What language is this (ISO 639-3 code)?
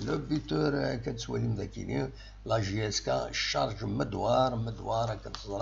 kab